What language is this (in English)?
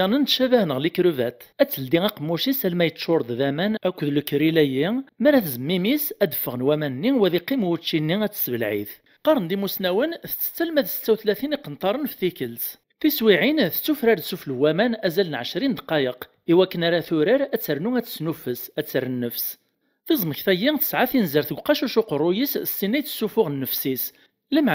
Kabyle